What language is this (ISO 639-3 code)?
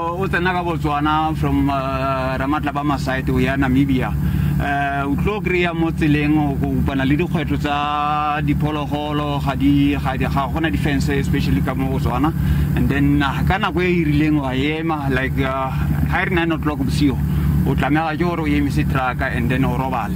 tsn